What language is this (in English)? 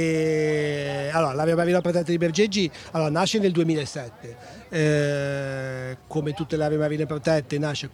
Italian